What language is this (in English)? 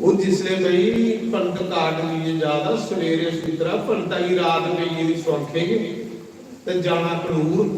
Dogri